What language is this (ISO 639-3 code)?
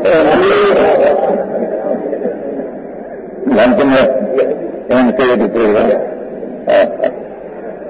hin